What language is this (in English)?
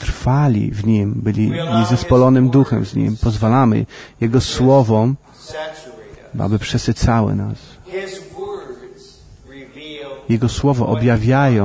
Polish